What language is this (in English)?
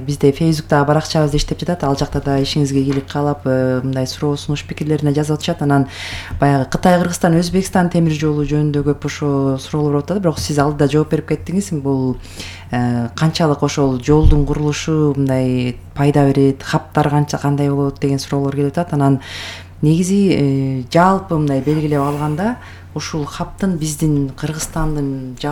Kyrgyz